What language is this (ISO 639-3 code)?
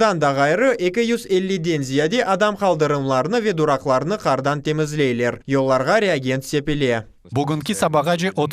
crh